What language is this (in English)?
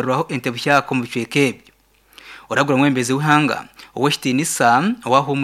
Nyankole